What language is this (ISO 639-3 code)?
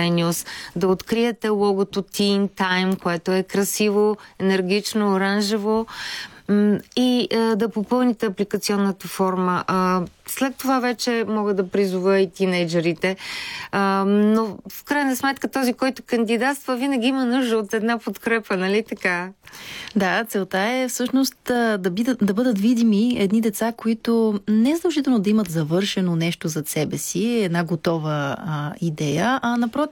bul